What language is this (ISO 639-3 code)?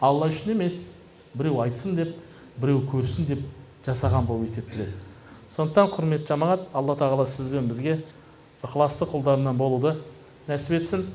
kaz